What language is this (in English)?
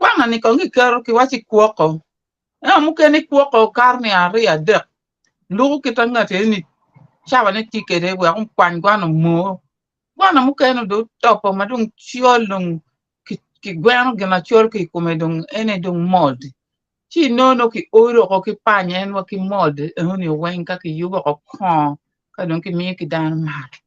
Acoli